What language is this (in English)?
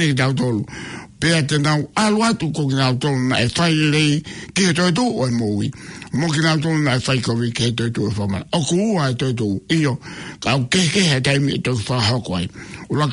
Tongan